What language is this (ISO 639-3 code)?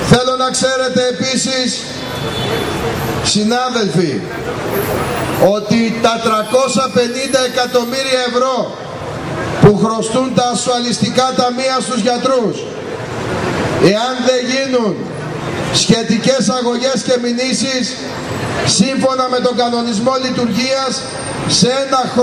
ell